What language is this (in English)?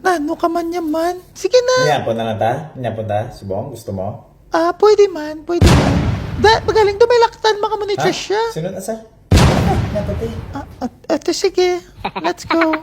Hiligaynon